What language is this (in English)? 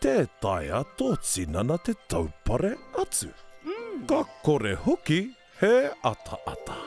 Māori